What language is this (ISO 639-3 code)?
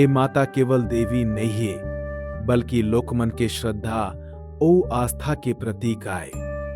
hne